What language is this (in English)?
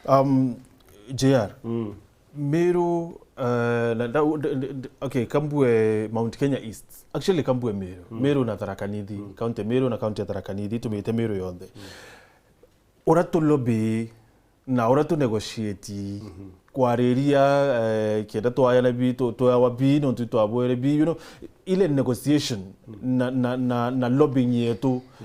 Meru